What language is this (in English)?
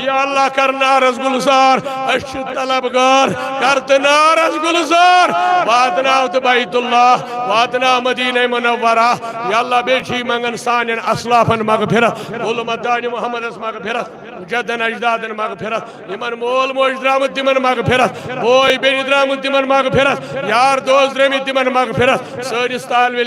Kashmiri